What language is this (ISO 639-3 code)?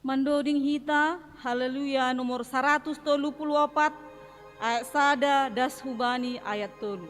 bts